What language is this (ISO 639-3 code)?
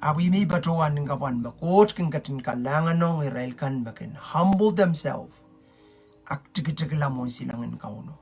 pon